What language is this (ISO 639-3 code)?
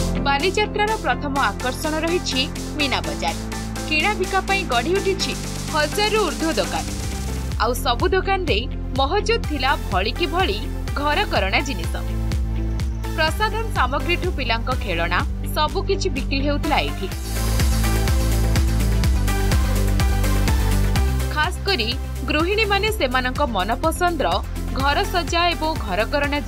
ori